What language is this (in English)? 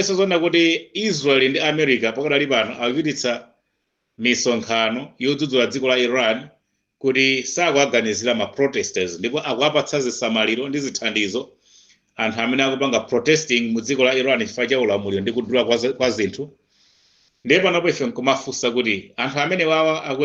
Nyanja